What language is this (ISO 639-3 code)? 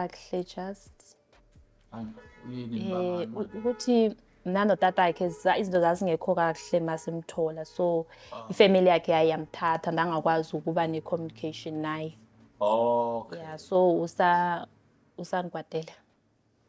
zul